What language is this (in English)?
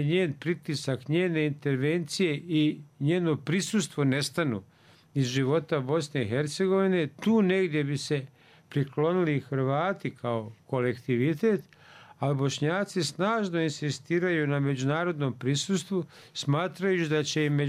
Bosnian